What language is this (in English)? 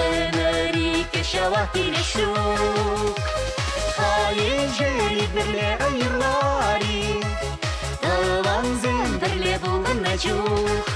Chuvash